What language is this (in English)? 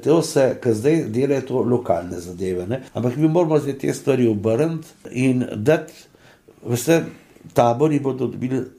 Slovenian